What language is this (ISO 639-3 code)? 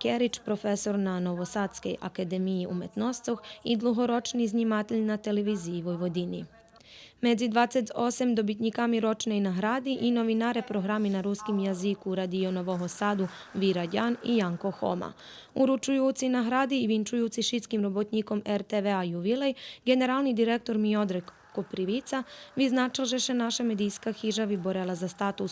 rue